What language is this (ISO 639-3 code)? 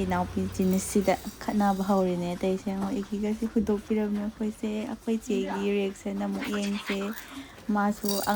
mni